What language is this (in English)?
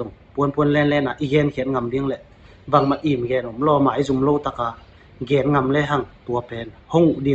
Tedim Chin